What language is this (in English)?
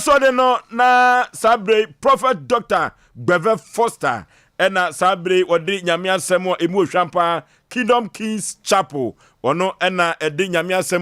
Akan